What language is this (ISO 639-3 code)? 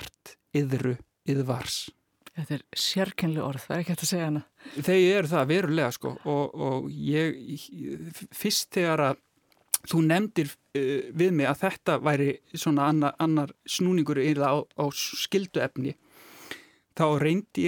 isl